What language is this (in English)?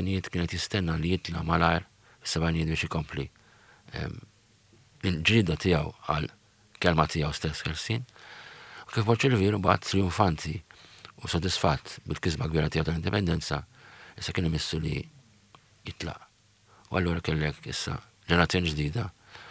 Maltese